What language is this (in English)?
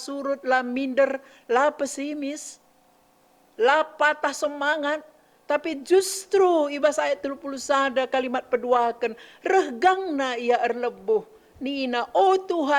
Batak Karo